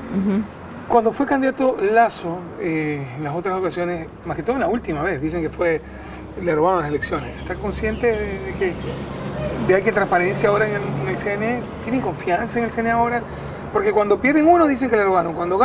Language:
Spanish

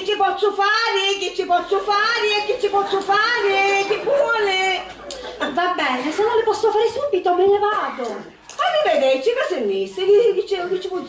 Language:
Sicilian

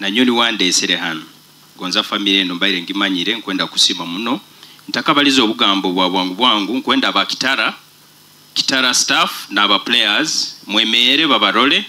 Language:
Nyoro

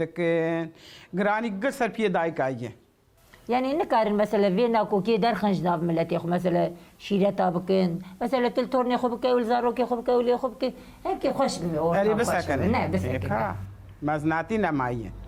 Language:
Kurdish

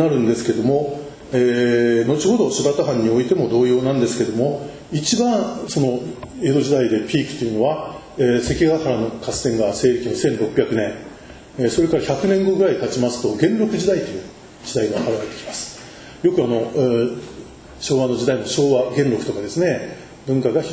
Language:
Japanese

